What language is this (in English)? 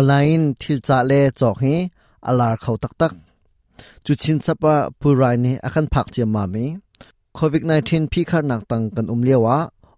Hakha Chin